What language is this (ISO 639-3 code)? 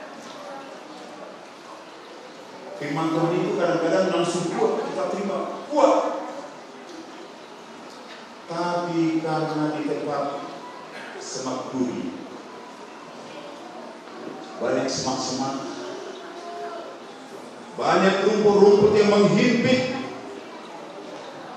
ind